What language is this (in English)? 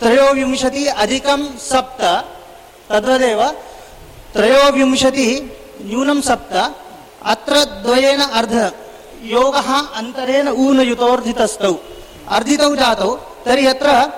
Sanskrit